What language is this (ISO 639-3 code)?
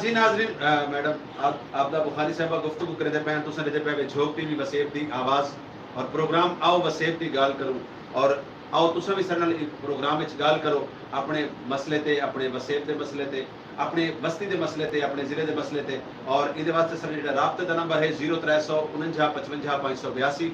skr